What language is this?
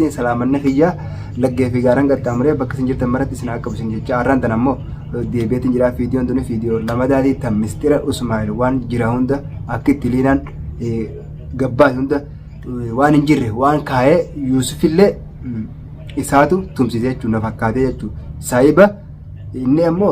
Oromo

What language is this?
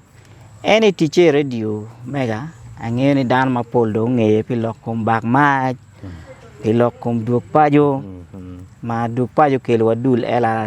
Acoli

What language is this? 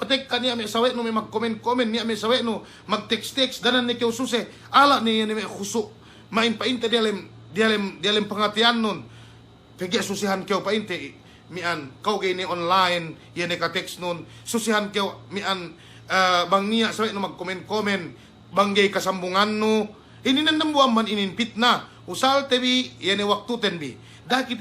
Yakan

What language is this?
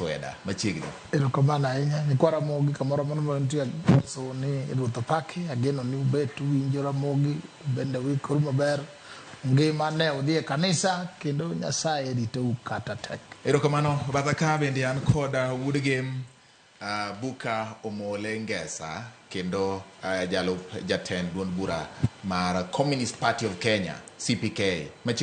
Luo (Kenya and Tanzania)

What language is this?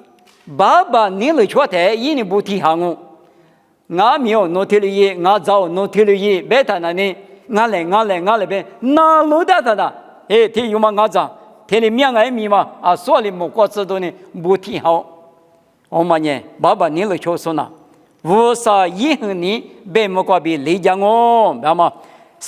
Lisu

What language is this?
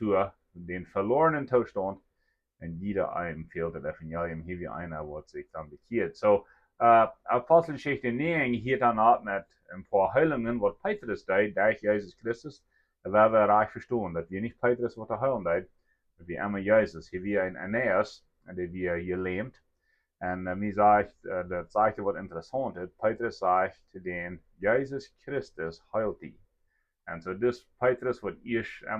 Plautdietsch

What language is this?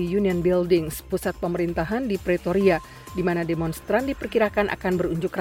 Indonesian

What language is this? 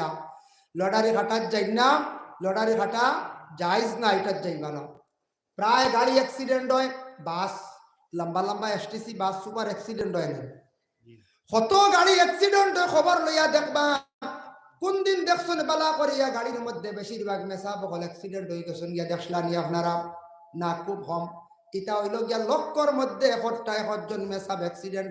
Sylheti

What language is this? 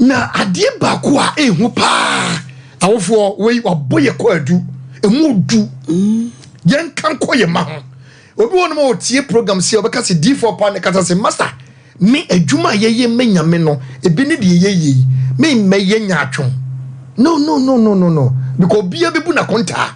Akan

